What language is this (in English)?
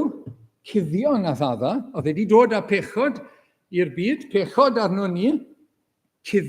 Welsh